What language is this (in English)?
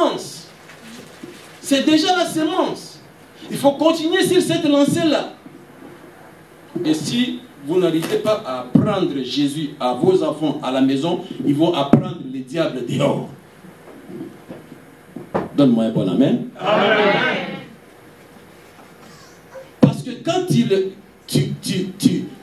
French